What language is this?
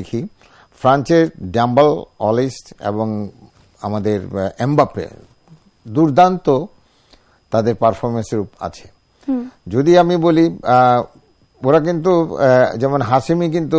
Bangla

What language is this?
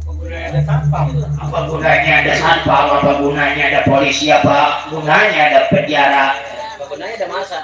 Betawi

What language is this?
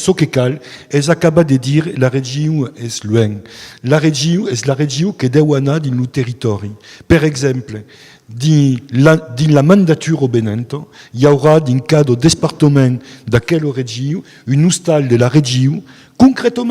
Occitan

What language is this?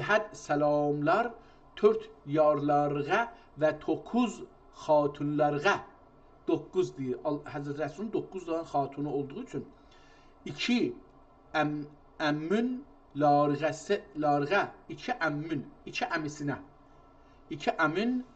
South Azerbaijani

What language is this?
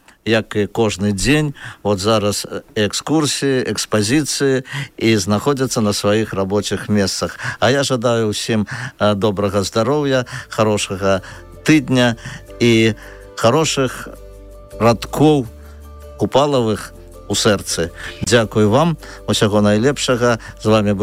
Belarusian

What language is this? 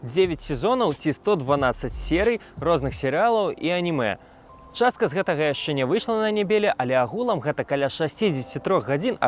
Belarusian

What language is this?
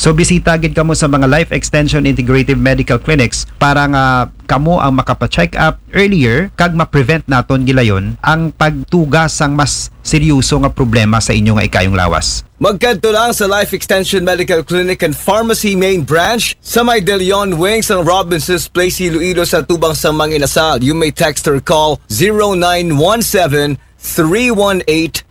Aklanon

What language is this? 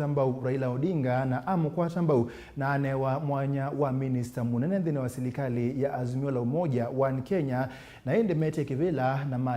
Kamba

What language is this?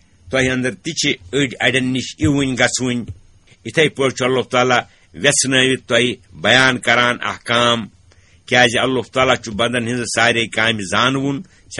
Kashmiri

